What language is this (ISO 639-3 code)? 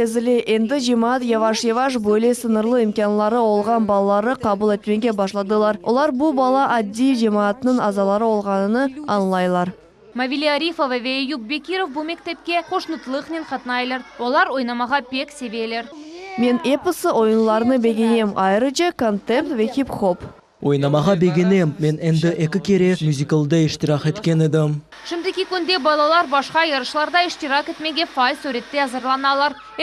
crh